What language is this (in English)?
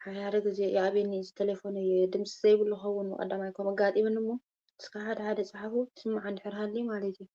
Tigrinya